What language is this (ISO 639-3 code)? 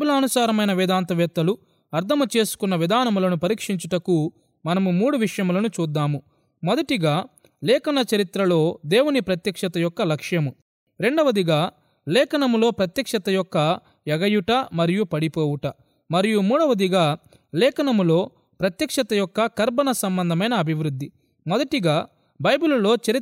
tel